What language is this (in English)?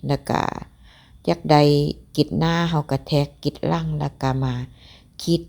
Lao